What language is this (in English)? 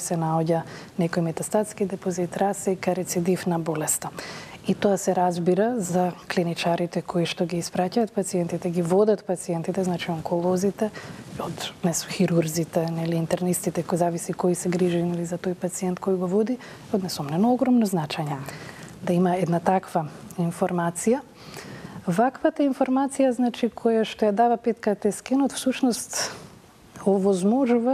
Macedonian